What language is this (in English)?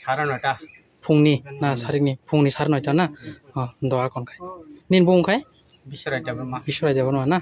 Kok Borok